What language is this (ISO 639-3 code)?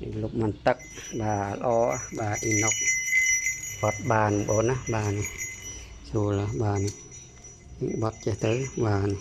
khm